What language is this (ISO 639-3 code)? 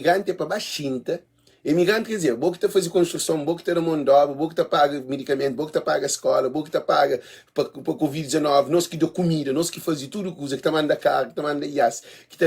kea